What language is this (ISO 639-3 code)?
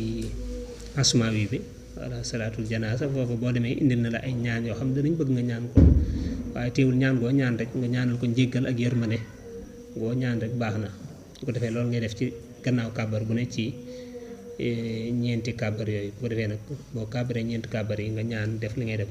wol